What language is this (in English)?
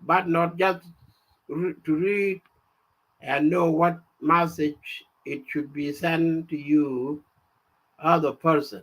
Nuer